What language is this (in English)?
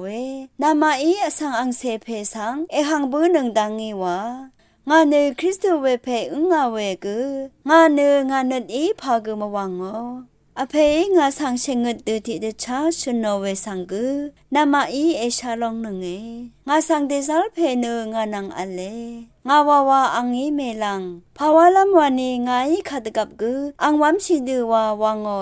Rawang